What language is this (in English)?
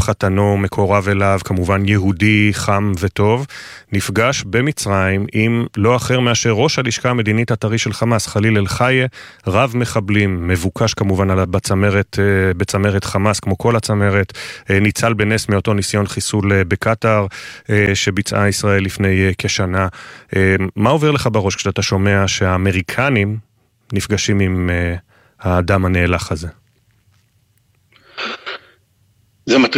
Hebrew